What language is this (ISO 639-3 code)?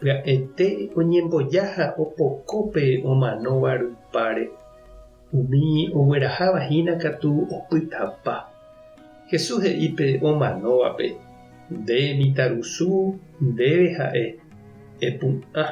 grn